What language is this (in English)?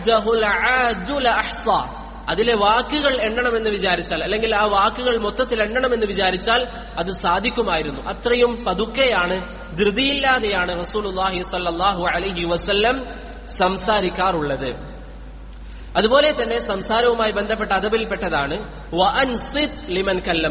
Malayalam